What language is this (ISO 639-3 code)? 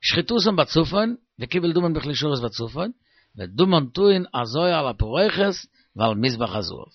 yid